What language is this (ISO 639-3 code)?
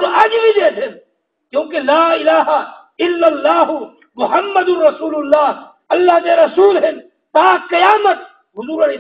skr